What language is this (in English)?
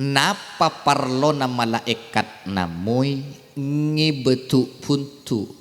Madurese